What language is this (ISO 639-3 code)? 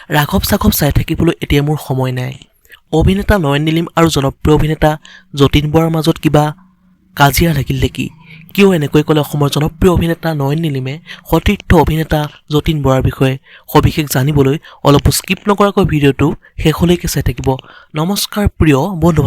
asm